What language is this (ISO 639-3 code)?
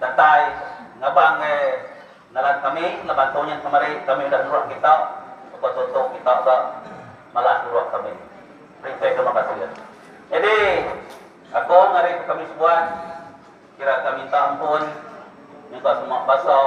iba